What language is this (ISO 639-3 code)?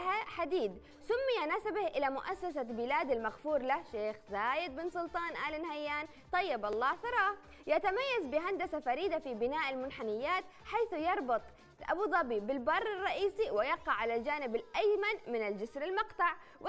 ara